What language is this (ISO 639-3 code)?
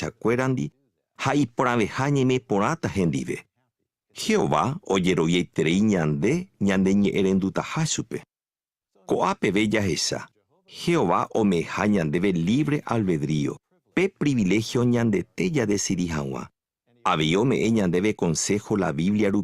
grn